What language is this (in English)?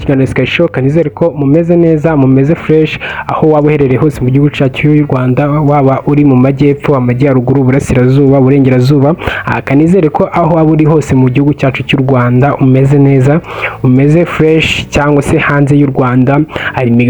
Kinyarwanda